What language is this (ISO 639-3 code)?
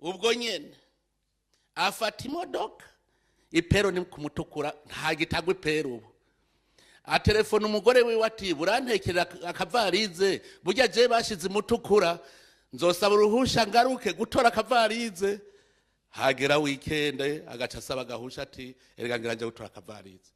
run